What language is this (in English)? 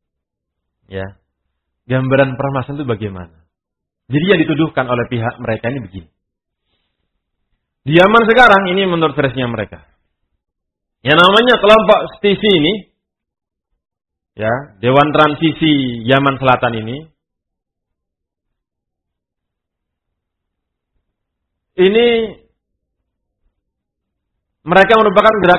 Indonesian